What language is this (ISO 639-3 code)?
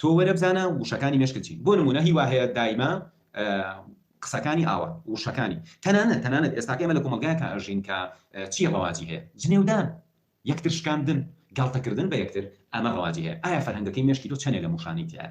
ckb